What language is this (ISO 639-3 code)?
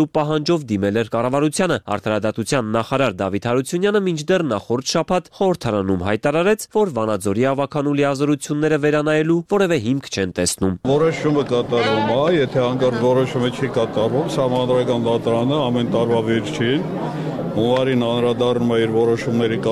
hye